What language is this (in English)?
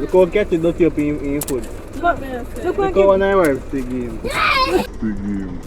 Jamaican Creole English